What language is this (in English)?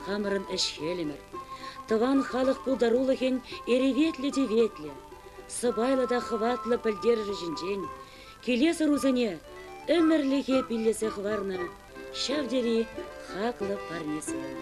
Chuvash